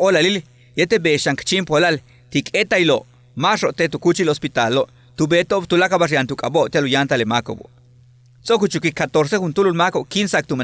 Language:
Yucateco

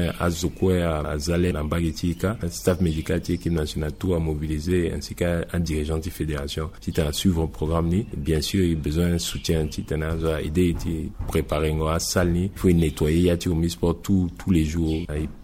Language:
Sango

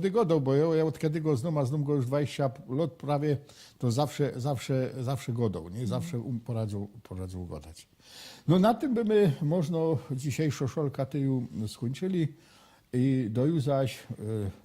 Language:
Silesian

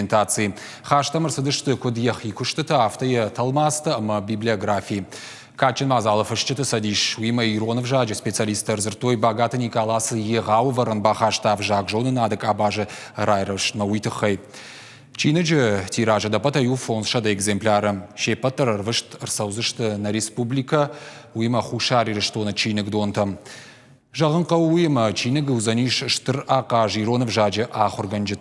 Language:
Ossetic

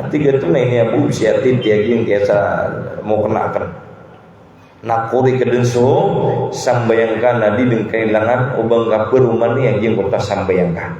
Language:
Maranao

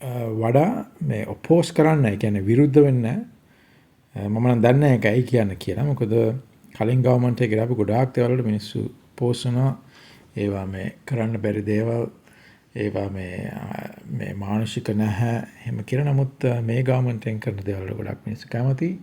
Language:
Sinhala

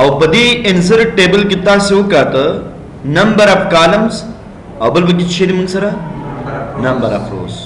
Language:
Pashto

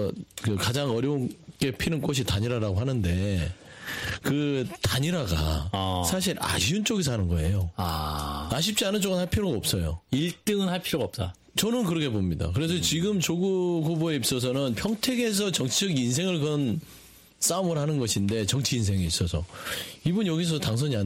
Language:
Korean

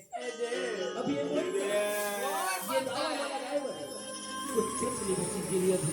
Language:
Chhattisgarhi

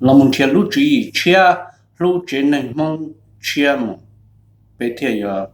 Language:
Hmong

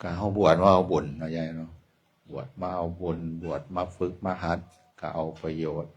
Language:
Northeastern Thai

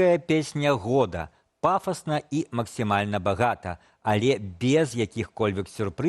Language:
Belarusian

